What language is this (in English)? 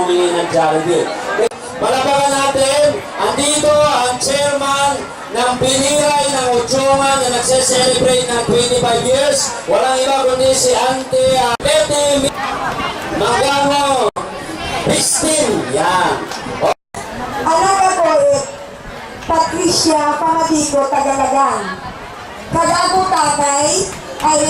Bantoanon